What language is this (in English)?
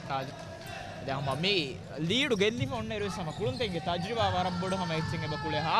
Divehi